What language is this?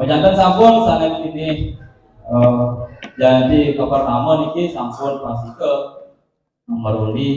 Balinese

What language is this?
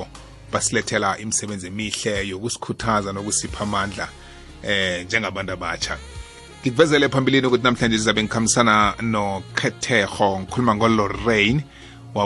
South Ndebele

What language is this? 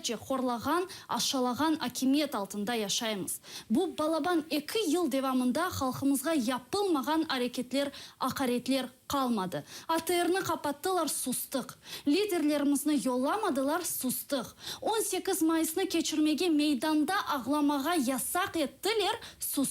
Crimean Tatar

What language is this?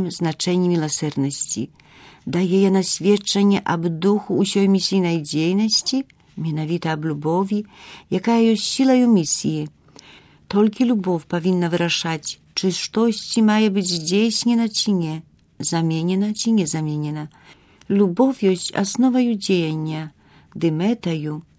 Belarusian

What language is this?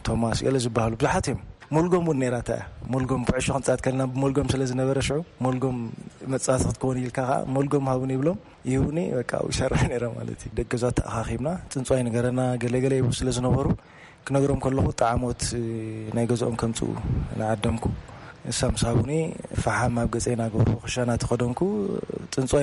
Tigrinya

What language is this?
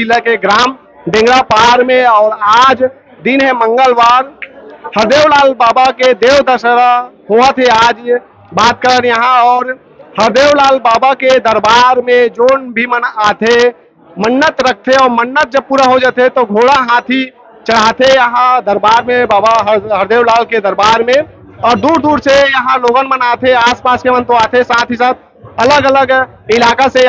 Chhattisgarhi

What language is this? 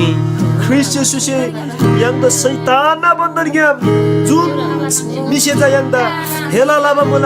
Eastern Tamang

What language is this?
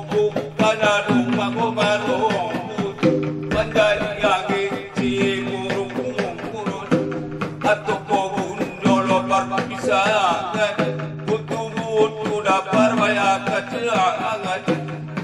Batak Angkola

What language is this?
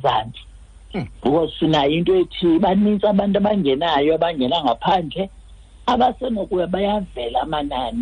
Xhosa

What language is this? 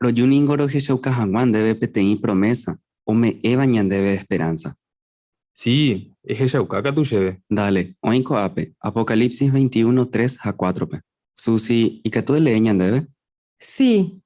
Guarani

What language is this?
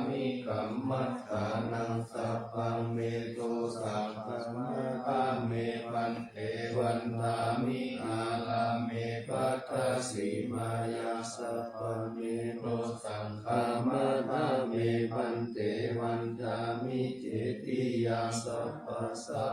Pali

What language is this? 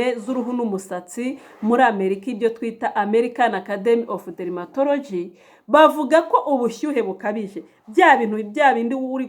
Kinyarwanda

